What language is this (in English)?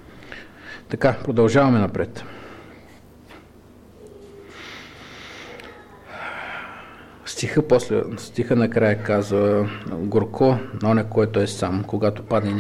Bulgarian